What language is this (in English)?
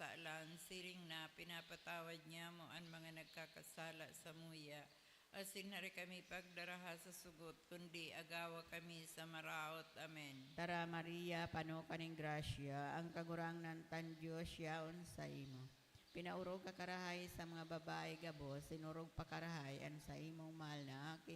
Bikol